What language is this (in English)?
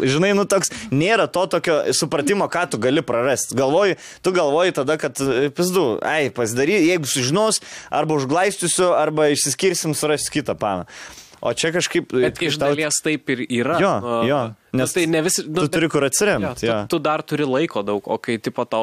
Lithuanian